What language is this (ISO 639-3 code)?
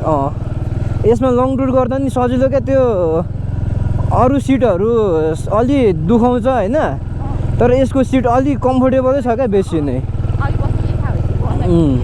nep